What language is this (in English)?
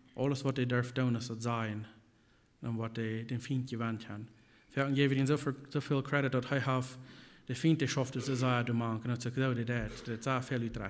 Plautdietsch